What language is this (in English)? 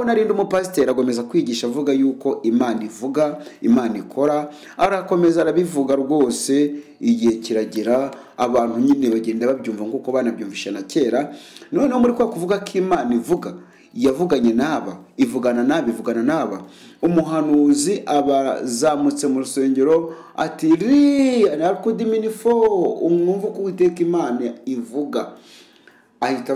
Kinyarwanda